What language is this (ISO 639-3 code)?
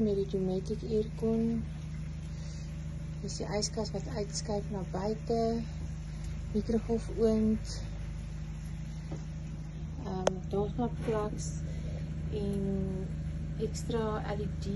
afr